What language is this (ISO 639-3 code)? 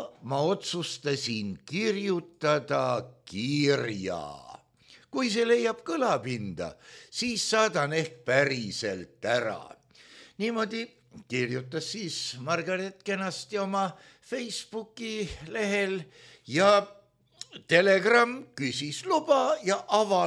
est